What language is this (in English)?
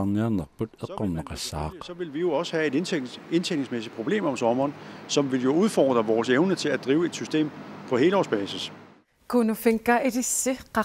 Kalaallisut